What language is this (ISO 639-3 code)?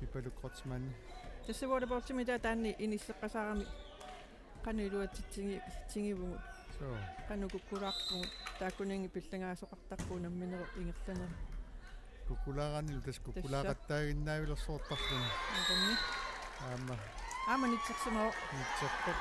kal